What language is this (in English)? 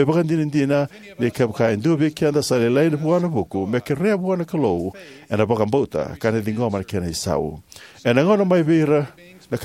Fijian